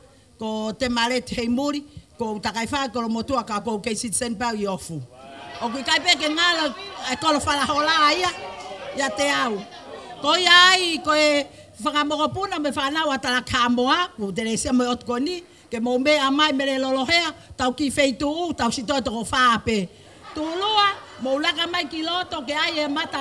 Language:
Tongan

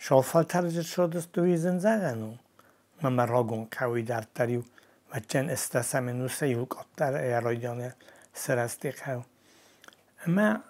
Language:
Ossetic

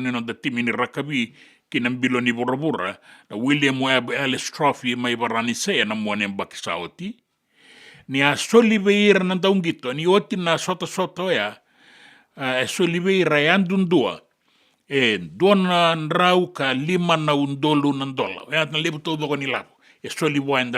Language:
Fijian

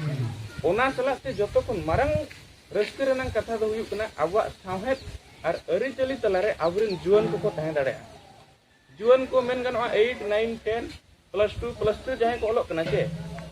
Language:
Santali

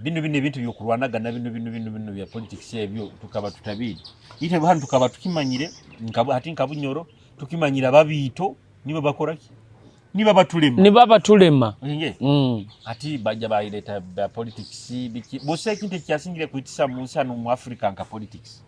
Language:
Nyoro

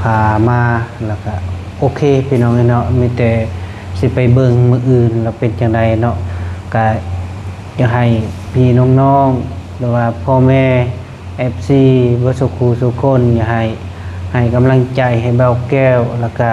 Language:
Lao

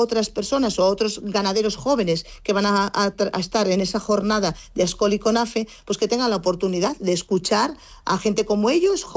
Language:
Spanish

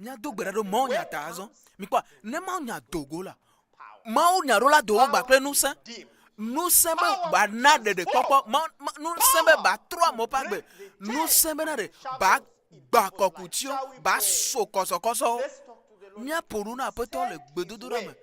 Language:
Ewe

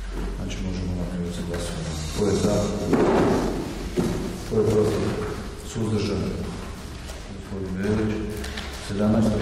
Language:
Croatian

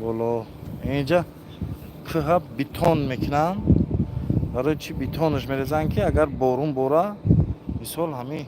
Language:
Tajik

